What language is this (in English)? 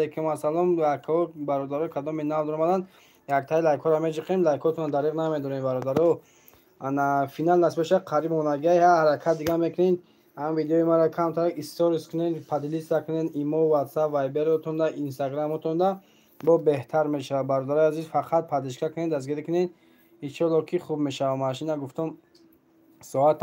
Tajik